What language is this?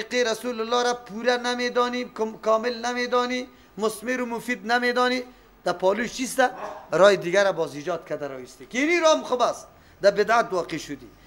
Persian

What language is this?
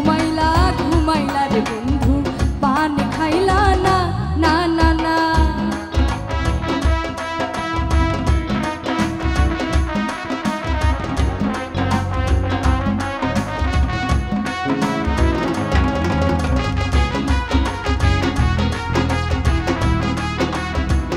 Bangla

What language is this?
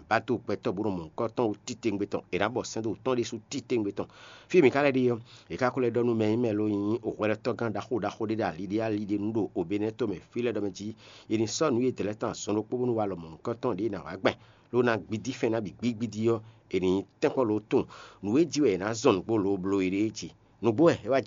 Fon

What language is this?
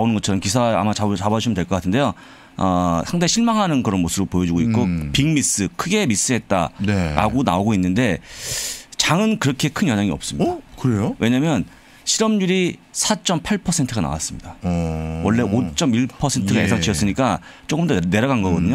Korean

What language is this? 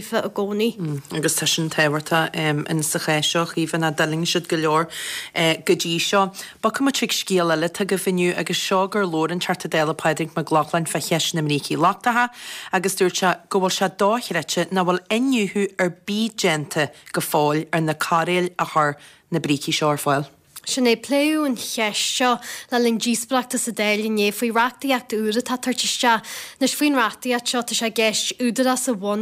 Irish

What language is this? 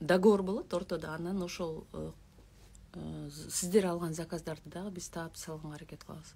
Kyrgyz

